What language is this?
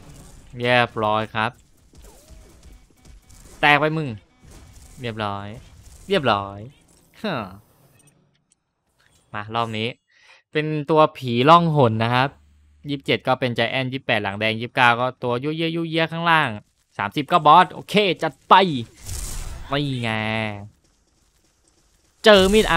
Thai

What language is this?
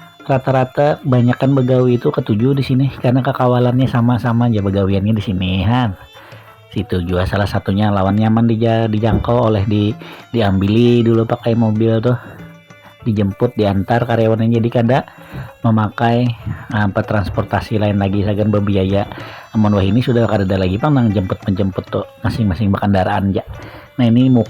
Banjar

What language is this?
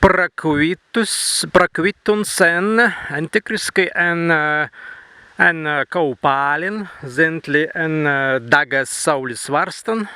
Prussian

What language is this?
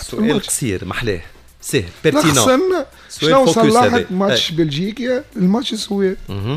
Tunisian Arabic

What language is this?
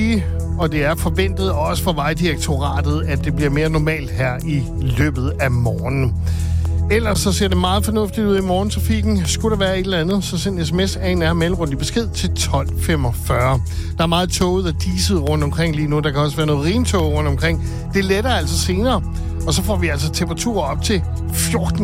Danish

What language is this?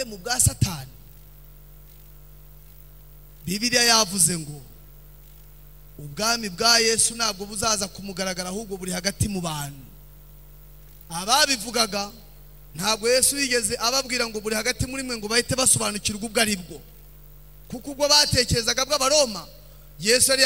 Kinyarwanda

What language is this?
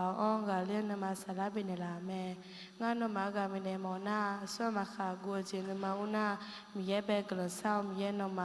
Akha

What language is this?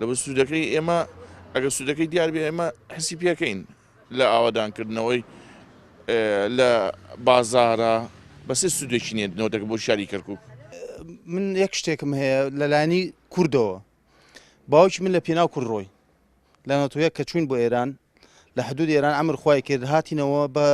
Central Kurdish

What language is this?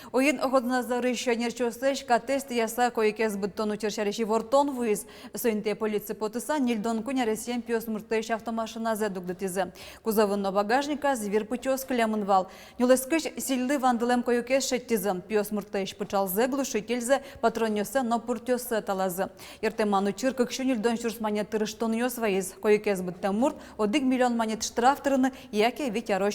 Udmurt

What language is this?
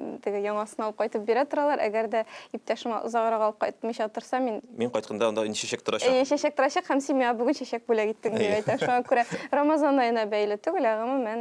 Tatar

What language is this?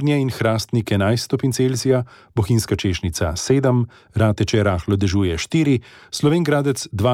Slovenian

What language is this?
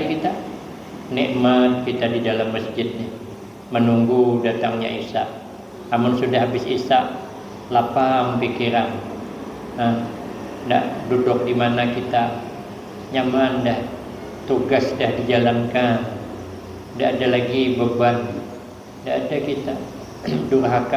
Banjar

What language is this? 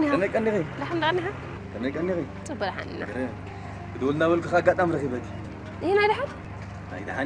Tigrinya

